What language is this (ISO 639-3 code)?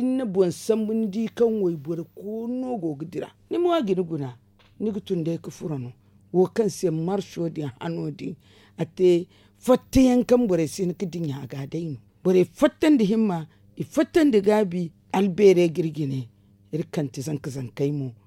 dje